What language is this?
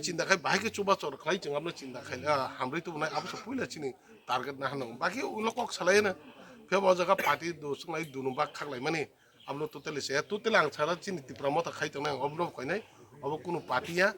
Kok Borok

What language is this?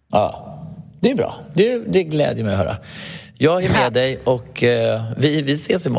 Swedish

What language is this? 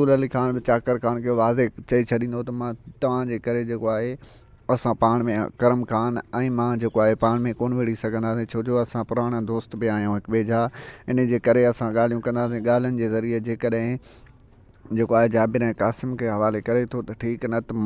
Sindhi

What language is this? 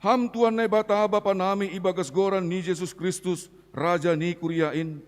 Batak Simalungun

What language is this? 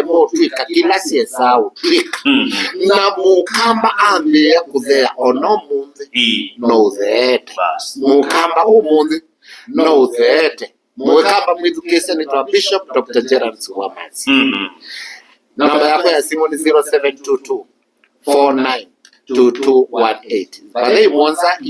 Kamba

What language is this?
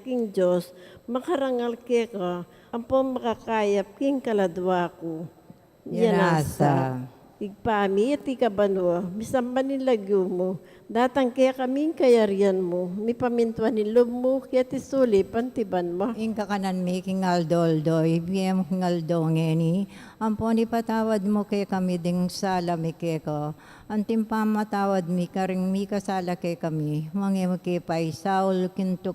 Pampanga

